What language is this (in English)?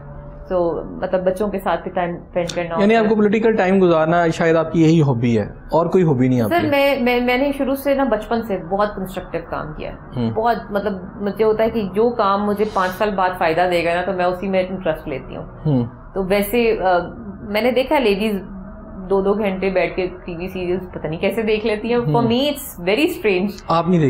Urdu